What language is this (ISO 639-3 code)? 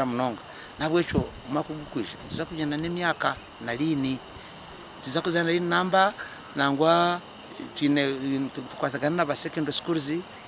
nyn